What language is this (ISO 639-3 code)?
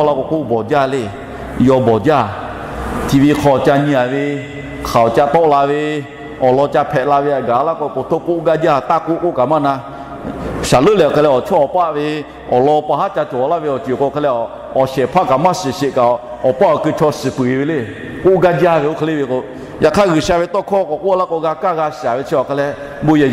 lhu